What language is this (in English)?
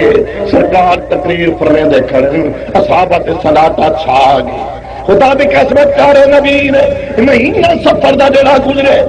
Saraiki